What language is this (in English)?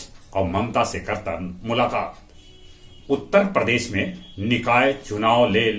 Magahi